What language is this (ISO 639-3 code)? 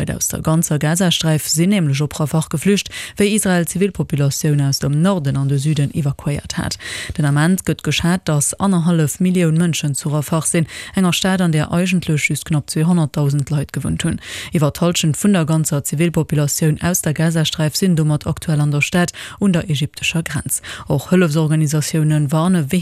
ltz